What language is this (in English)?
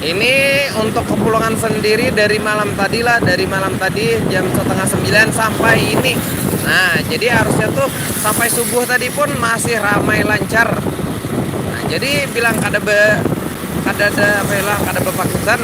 Banjar